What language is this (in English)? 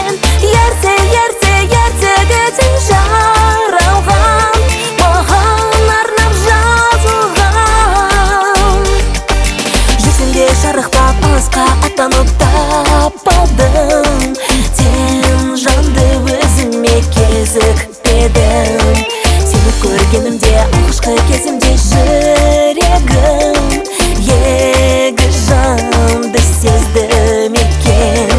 Kazakh